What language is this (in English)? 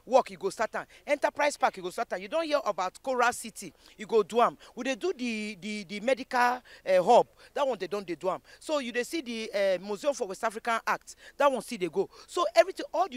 Nigerian Pidgin